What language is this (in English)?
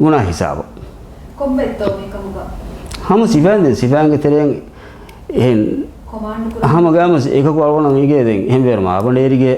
Divehi